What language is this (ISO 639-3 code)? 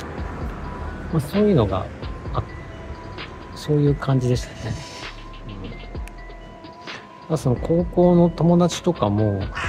jpn